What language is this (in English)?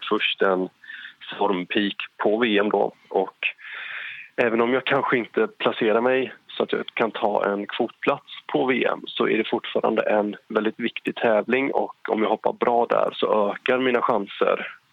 Swedish